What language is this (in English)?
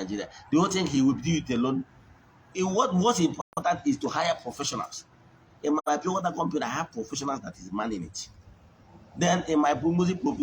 Igbo